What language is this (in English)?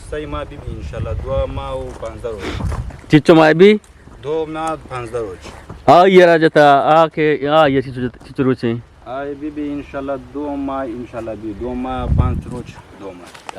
Eastern Balochi